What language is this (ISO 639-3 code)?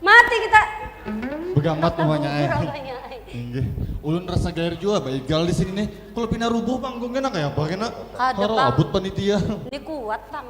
bjn